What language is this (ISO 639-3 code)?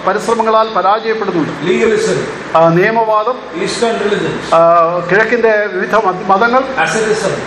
mal